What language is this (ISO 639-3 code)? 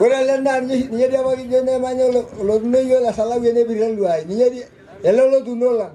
mas